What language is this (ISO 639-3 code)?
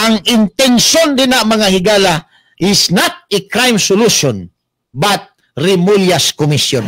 ceb